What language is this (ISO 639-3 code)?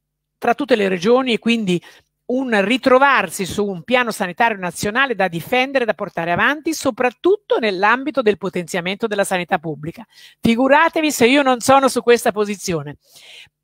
ita